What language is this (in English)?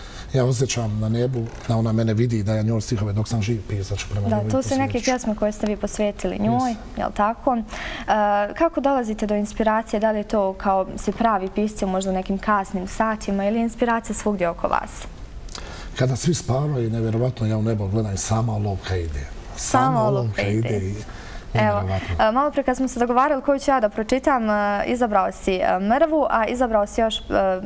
Bosnian